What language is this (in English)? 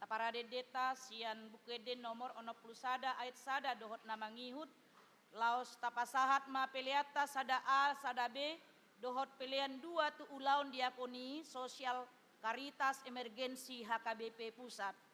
Batak Toba